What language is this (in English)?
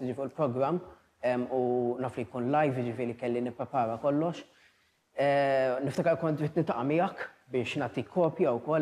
Maltese